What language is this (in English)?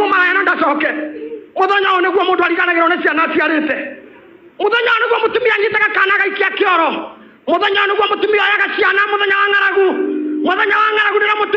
Kikuyu